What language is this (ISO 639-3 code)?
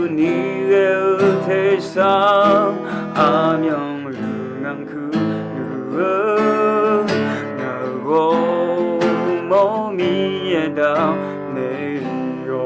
ahk